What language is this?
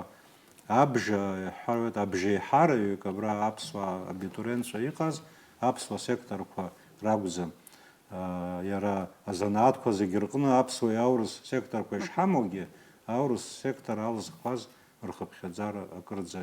Abkhazian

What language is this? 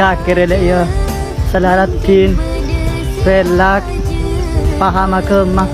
Madurese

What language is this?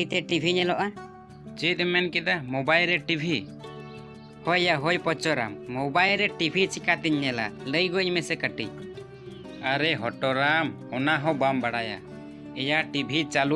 Santali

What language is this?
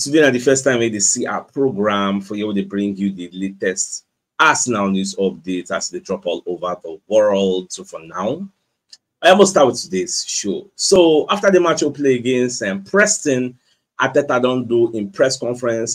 Nigerian Pidgin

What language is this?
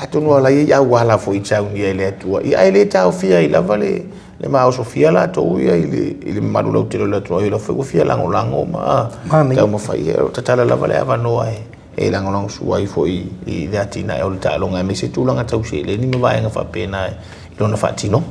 Samoan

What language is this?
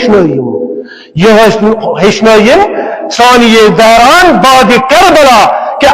Kashmiri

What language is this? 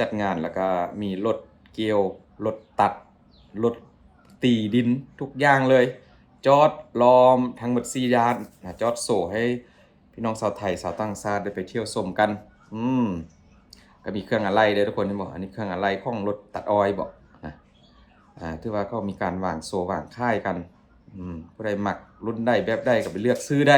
Lao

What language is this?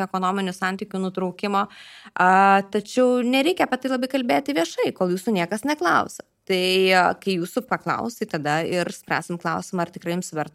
Lithuanian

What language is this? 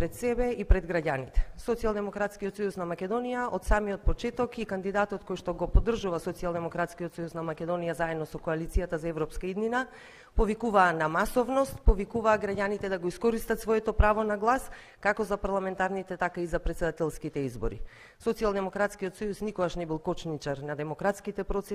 Macedonian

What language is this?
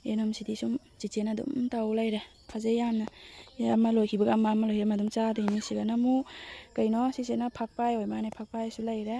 Manipuri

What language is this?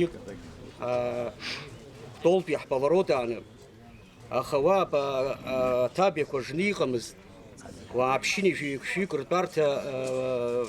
Abkhazian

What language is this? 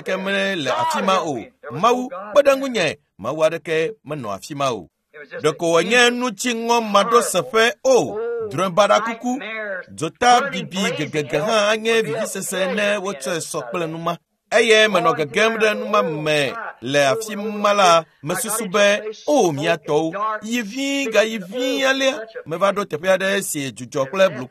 Ewe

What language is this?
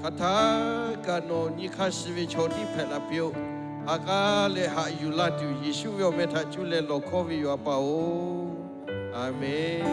Lahu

